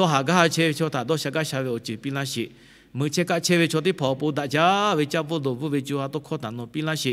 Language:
Lahu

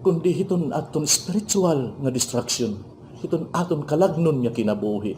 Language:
Waray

